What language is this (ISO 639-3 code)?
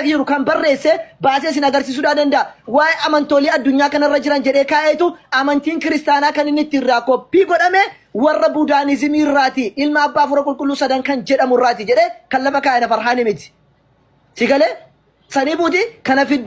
orm